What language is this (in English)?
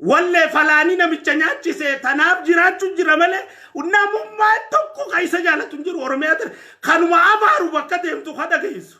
Oromo